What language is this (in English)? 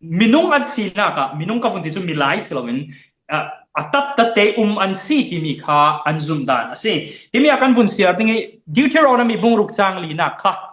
Falam Chin